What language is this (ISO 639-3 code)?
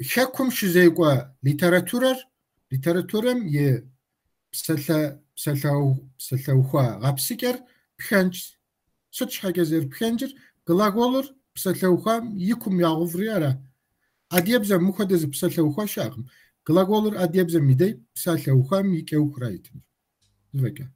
kbd